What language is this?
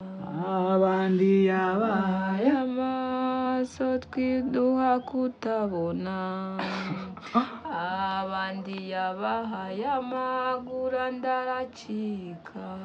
Kinyarwanda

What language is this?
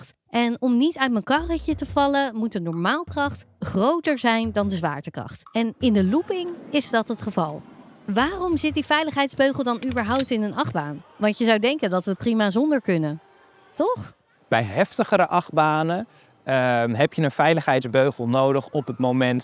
Dutch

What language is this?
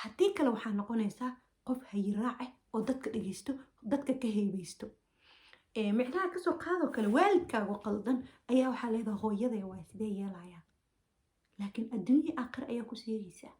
Somali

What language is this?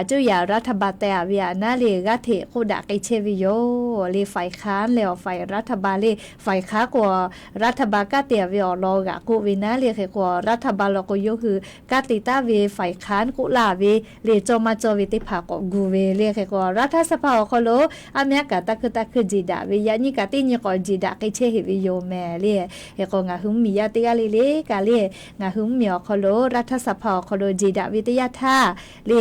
Lahu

